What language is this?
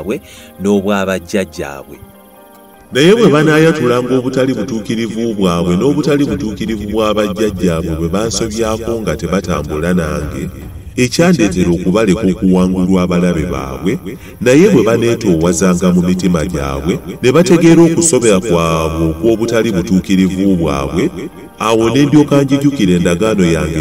Ganda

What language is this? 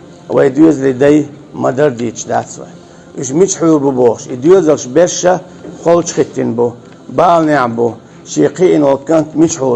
Chechen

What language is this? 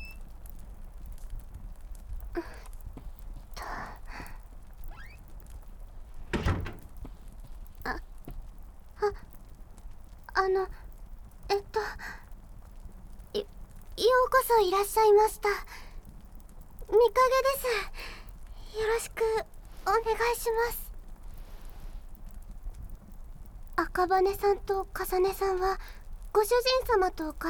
Japanese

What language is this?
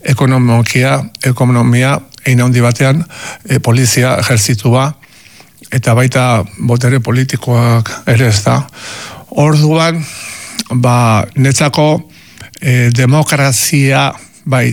Basque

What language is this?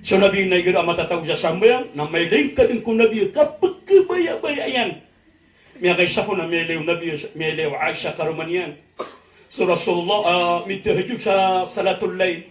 Maranao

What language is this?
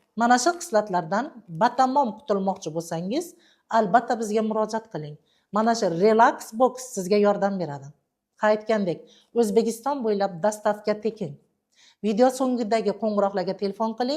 Uzbek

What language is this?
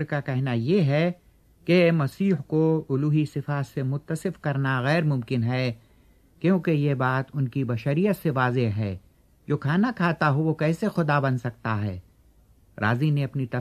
Urdu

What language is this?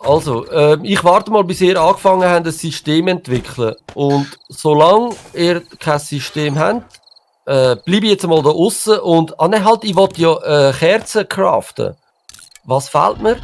Swiss German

